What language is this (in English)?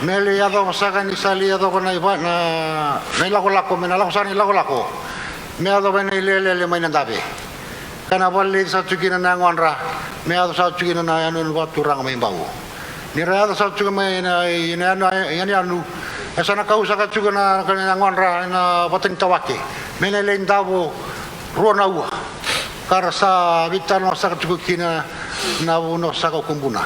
Fijian